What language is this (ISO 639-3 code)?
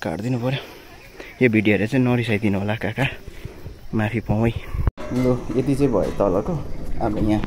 nep